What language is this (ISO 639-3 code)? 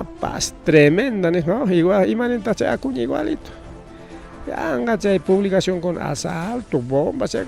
quy